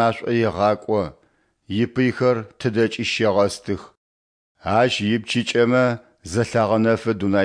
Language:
Adyghe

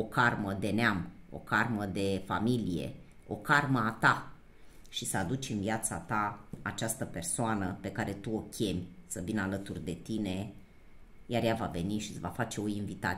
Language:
Romanian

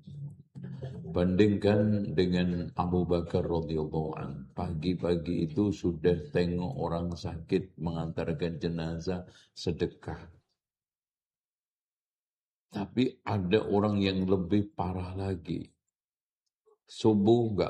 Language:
Indonesian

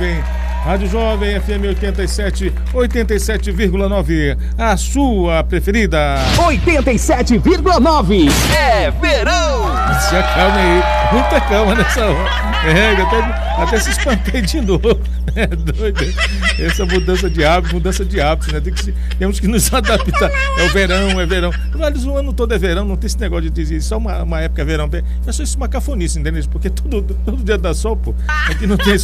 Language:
Portuguese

